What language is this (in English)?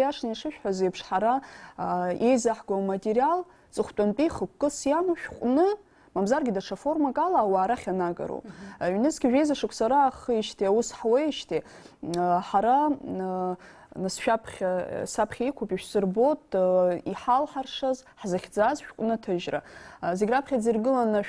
Abkhazian